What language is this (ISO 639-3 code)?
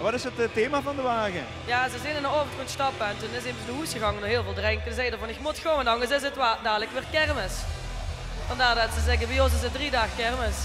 lim